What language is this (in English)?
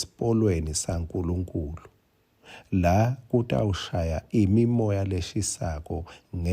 Swati